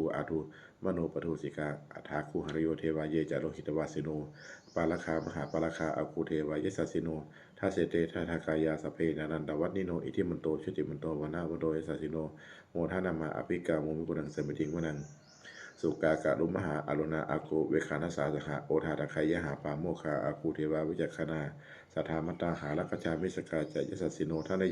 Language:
Pali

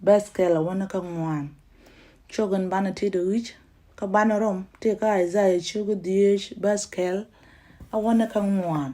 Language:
Nuer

